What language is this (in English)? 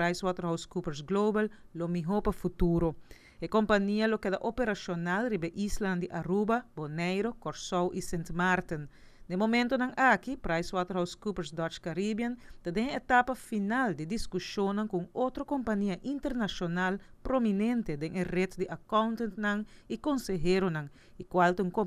Papiamento